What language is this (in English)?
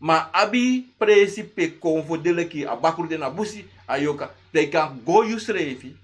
Sranan Tongo